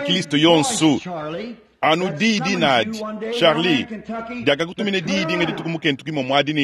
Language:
Luba-Lulua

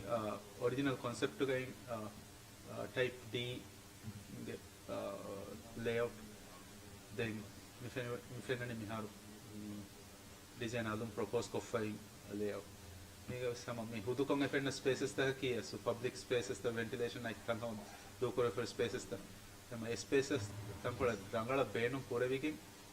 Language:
Divehi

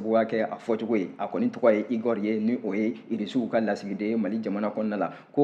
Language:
Bambara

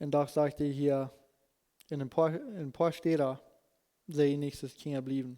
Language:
Plautdietsch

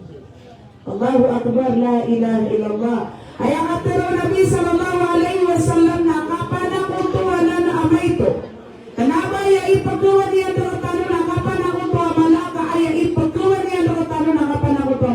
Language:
Maranao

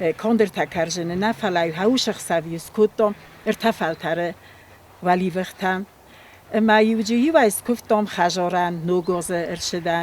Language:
Ossetic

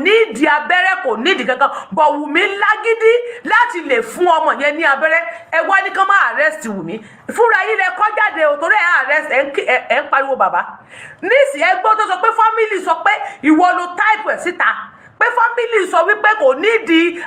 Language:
Yoruba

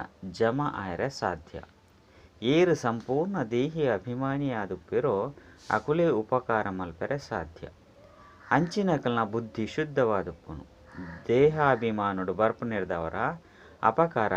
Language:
Tulu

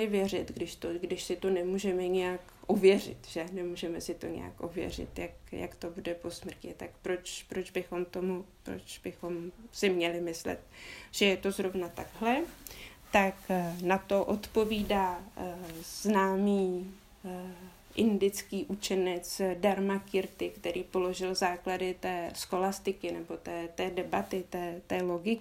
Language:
Czech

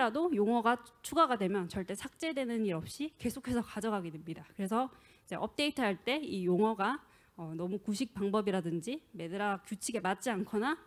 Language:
Korean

